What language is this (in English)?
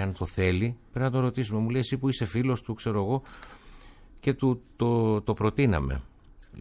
Greek